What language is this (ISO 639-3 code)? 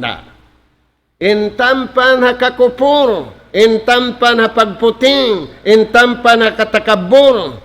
tsg